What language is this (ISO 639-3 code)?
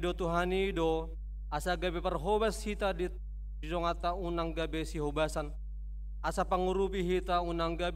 bbc